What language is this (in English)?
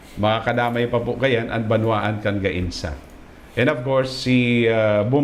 Bikol